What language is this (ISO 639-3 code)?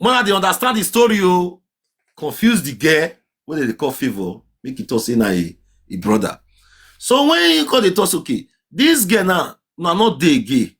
pcm